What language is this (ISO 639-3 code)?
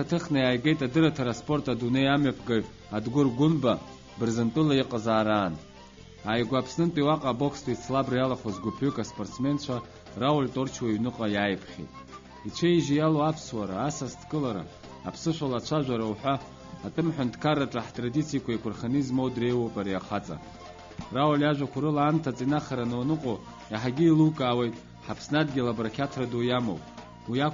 abk